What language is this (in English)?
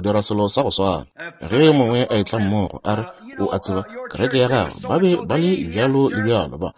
Northern Sotho